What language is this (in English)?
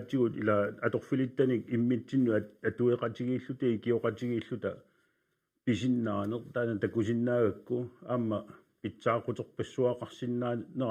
Kalaallisut